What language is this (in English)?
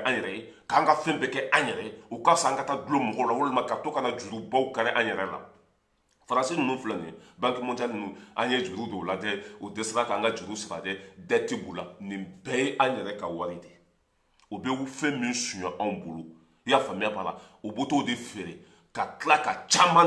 Bambara